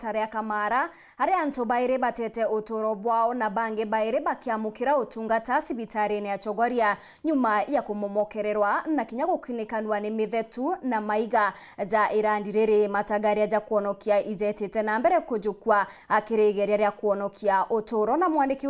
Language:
Meru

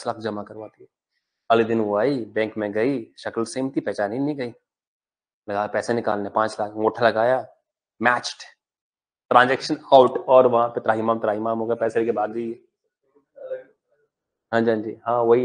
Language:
Hindi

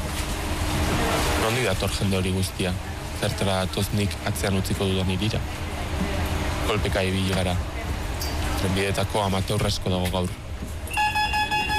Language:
Basque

